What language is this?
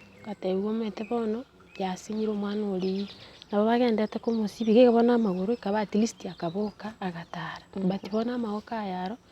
Gusii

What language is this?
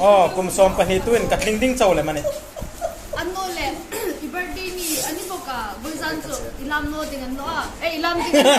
Hmar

